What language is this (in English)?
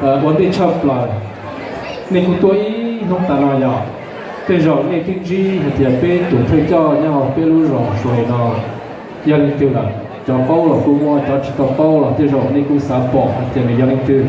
Hmong